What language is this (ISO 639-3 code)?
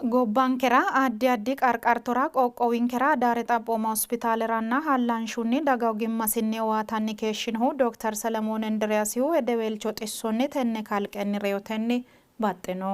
sid